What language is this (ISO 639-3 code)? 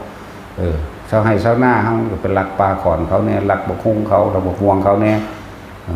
tts